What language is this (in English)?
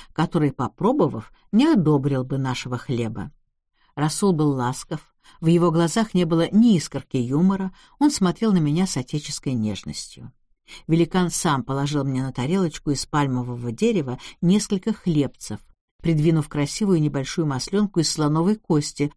Russian